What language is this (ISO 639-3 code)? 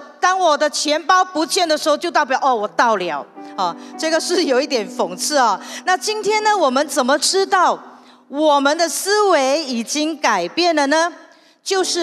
zho